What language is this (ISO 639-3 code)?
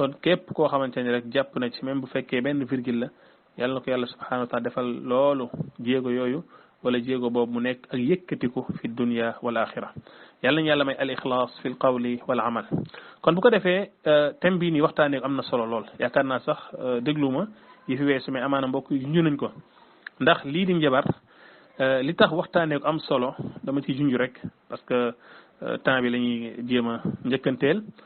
wol